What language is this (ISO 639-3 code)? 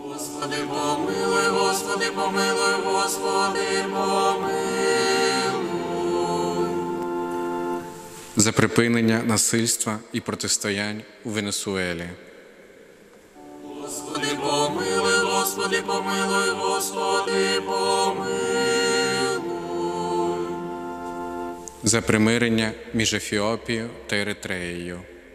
ukr